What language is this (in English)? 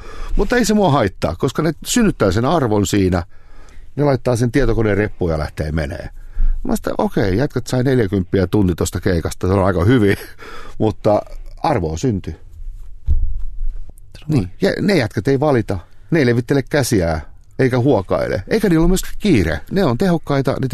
Finnish